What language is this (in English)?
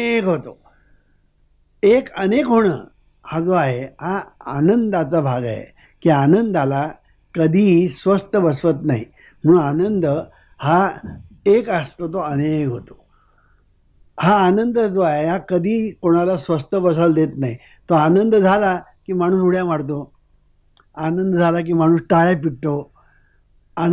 Marathi